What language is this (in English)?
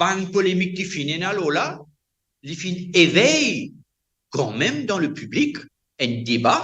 Morisyen